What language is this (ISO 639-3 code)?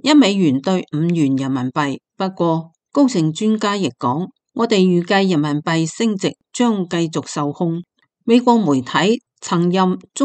yue